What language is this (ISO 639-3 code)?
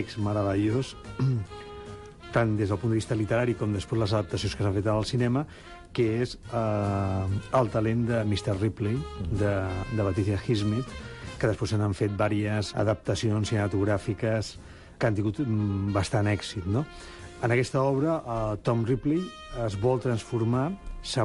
cat